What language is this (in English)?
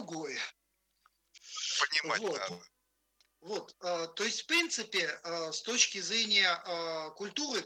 Russian